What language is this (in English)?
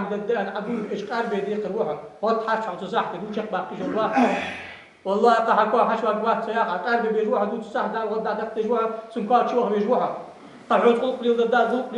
Ingush